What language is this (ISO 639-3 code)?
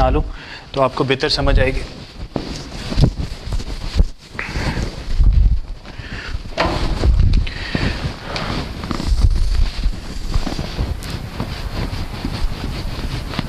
hin